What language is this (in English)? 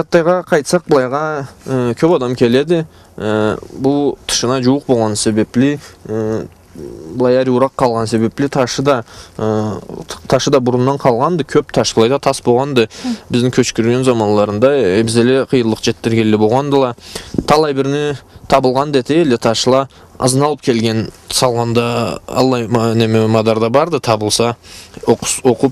Karachay-Balkar